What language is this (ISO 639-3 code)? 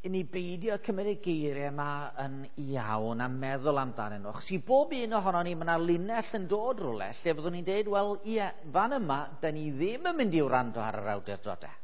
cym